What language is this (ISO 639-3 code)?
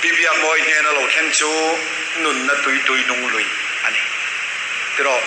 lus